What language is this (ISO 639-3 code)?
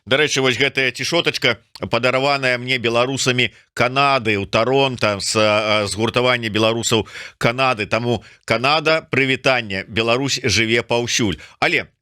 bel